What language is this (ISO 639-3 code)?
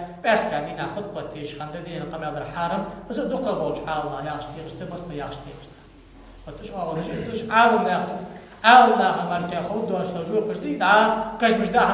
inh